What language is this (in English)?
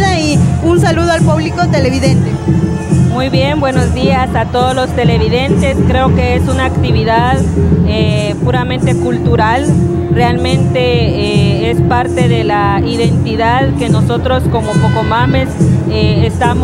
Spanish